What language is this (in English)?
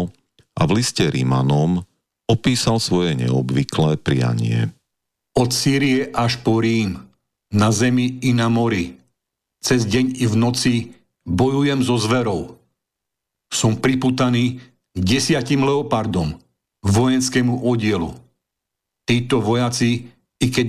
Slovak